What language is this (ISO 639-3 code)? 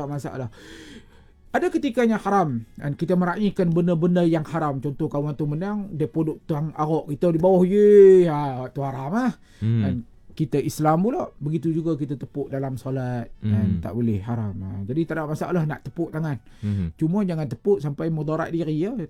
msa